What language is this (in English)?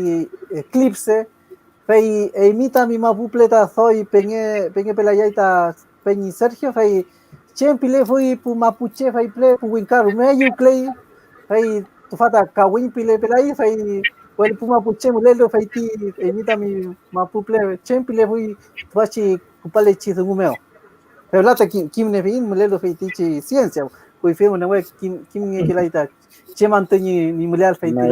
Mapuche